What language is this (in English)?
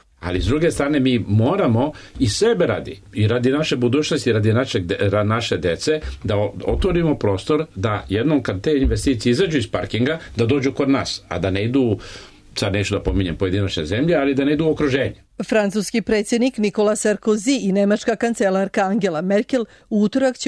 Serbian